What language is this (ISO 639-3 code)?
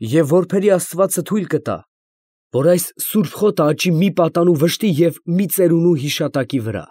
hye